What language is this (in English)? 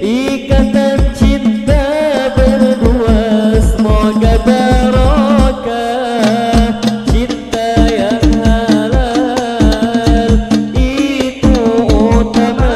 Banjar